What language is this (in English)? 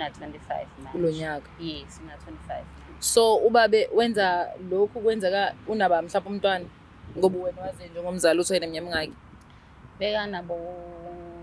Zulu